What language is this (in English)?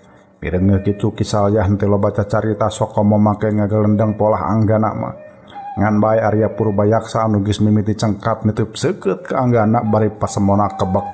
Sundanese